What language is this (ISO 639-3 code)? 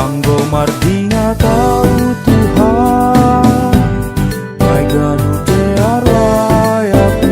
bts